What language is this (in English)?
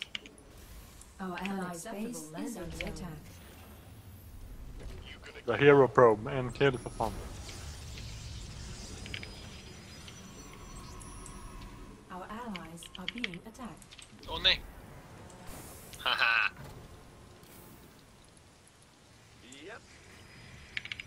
Swedish